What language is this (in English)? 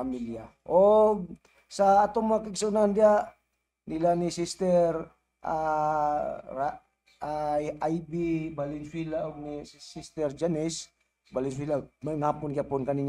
Cebuano